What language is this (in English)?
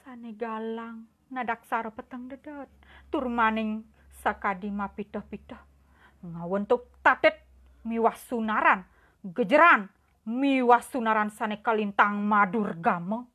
Balinese